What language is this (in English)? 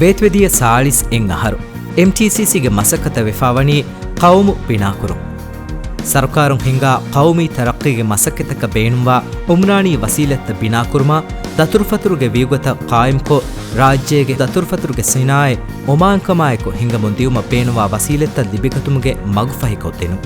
Divehi